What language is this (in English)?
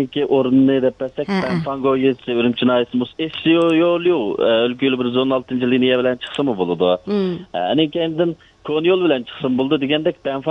Uyghur